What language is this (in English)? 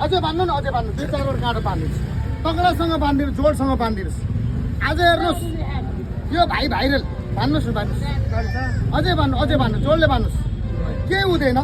Nepali